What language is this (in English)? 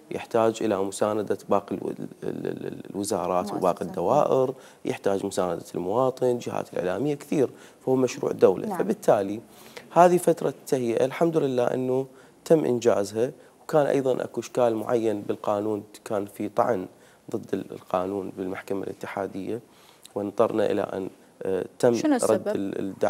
Mesopotamian Arabic